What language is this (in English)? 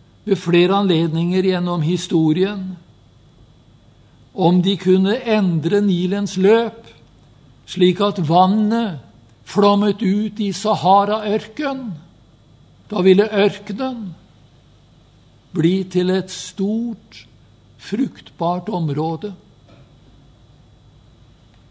Norwegian